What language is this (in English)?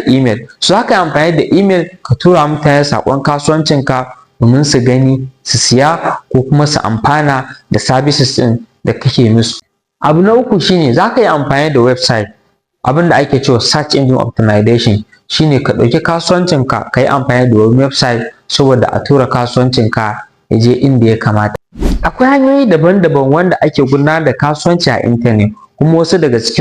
Hausa